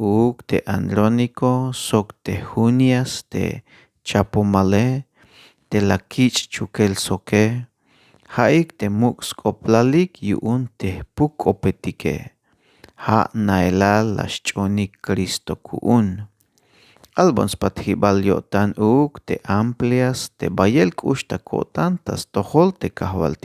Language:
Tzeltal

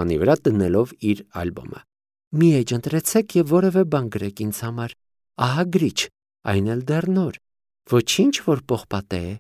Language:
Armenian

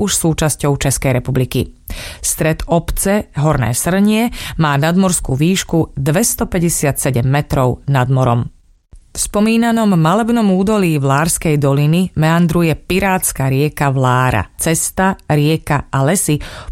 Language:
Slovak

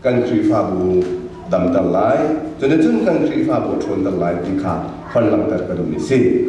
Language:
Hakha Chin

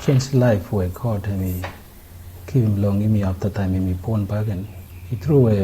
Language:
Bislama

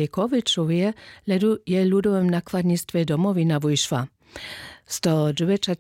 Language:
Upper Sorbian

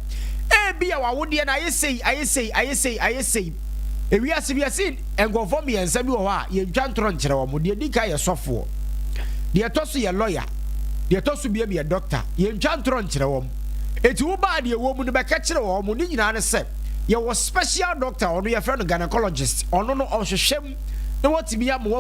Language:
Akan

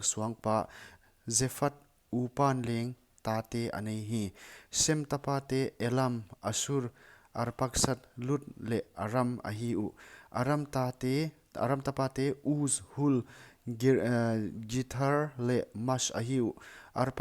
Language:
Paite Chin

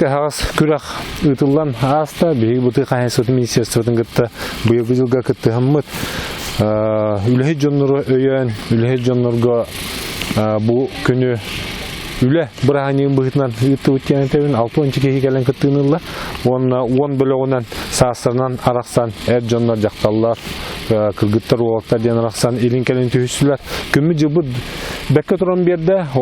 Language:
Yakut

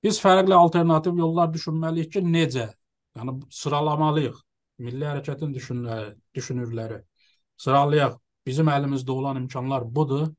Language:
South Azerbaijani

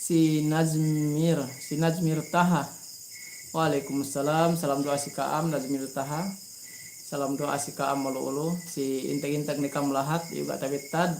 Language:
Yakan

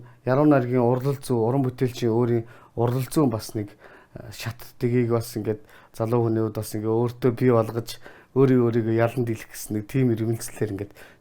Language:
Mongolian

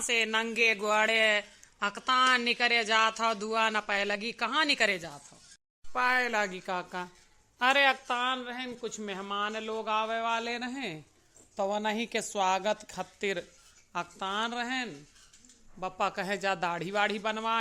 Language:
Awadhi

